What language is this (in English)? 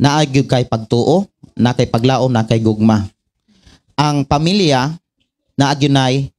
Cebuano